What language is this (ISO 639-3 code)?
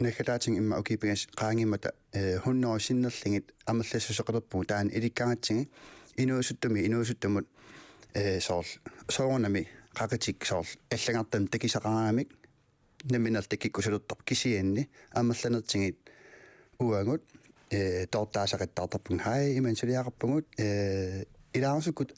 kal